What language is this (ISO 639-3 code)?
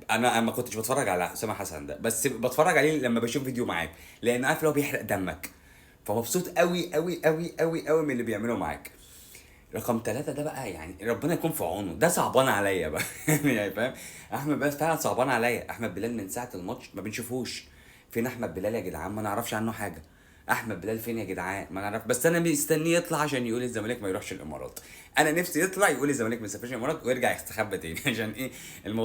arz